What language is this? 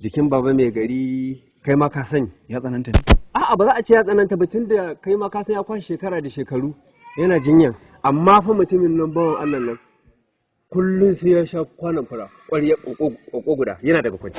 Hausa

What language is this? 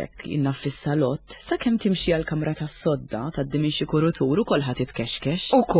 Maltese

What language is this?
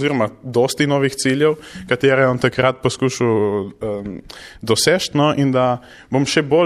Slovenian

